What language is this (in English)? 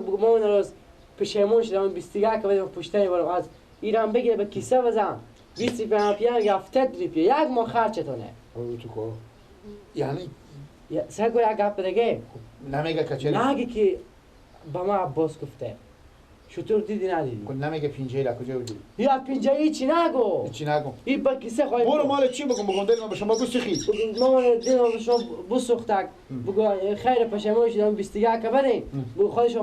Persian